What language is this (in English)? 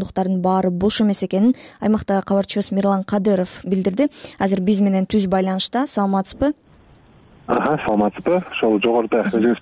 Kyrgyz